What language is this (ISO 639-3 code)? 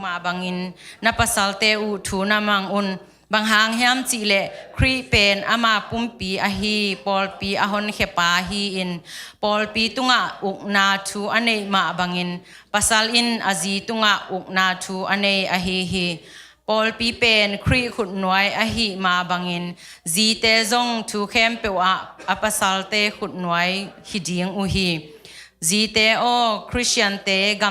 ctd